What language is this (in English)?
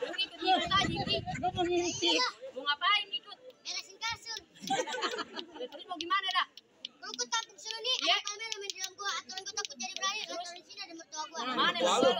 Betawi